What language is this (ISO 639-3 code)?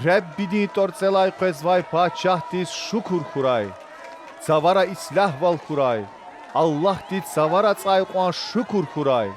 lez